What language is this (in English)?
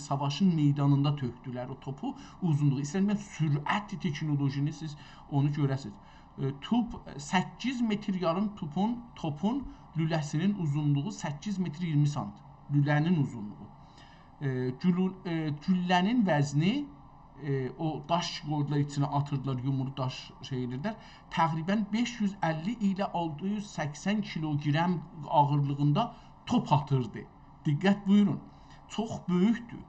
South Azerbaijani